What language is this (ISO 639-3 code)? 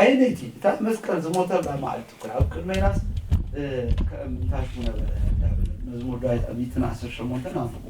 tir